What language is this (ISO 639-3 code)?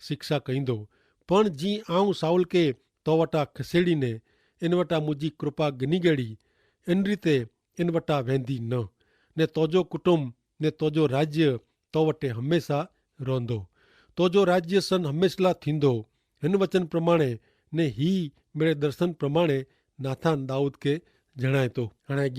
kfr